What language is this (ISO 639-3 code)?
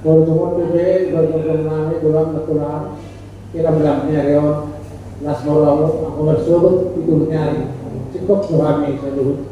bbc